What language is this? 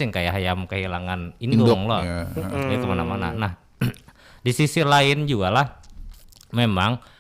Banjar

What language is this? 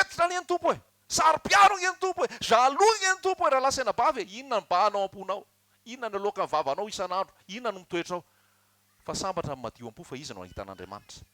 Malagasy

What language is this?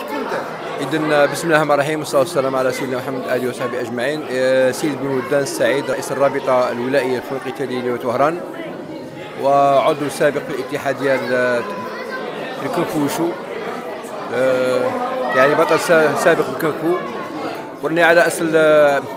Arabic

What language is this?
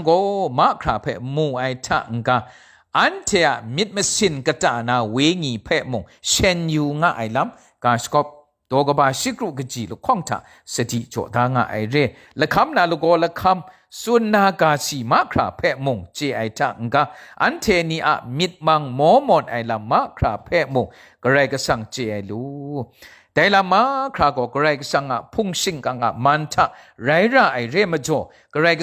Kachin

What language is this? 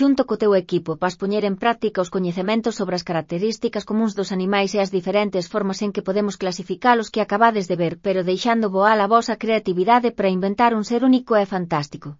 Galician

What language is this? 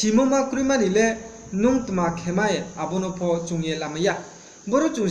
Riang (India)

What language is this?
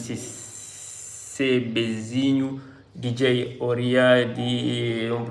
Kabuverdianu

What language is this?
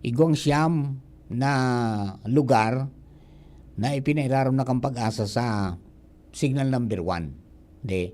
Bikol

